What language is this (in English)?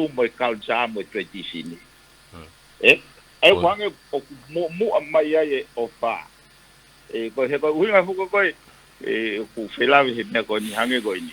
Tongan